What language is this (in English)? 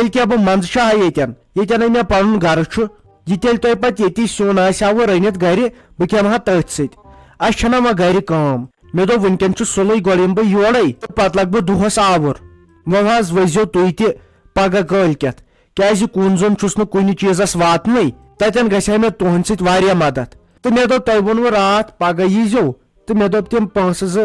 Kashmiri